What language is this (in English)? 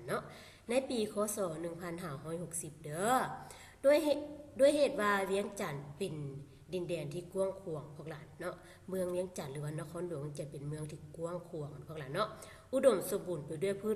Lao